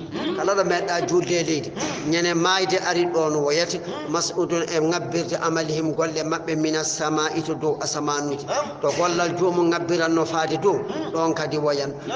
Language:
Fula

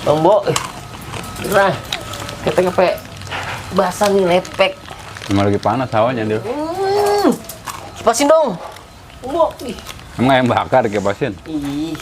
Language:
Betawi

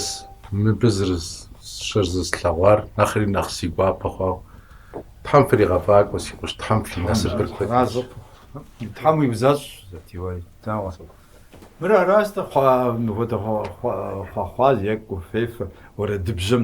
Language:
Kabardian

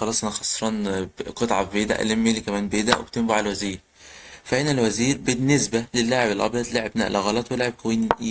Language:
Egyptian Arabic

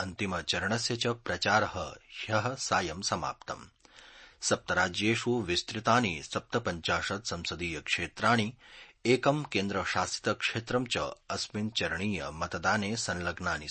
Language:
Sanskrit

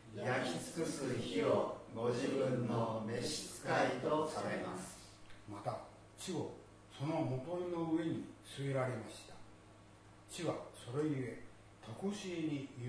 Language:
Japanese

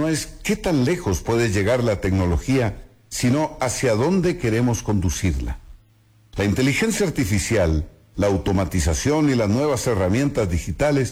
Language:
Spanish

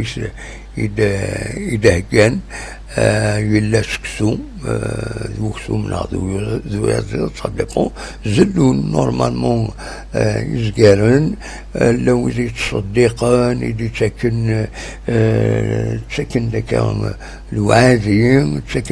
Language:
Kabyle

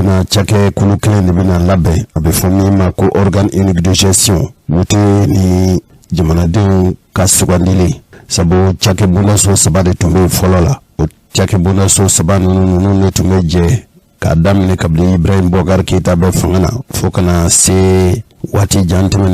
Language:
Bambara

